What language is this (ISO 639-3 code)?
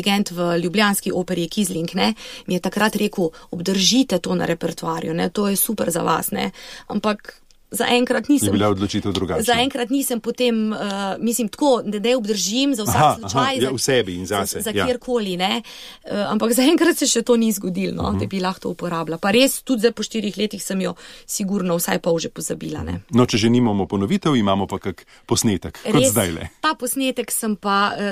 slv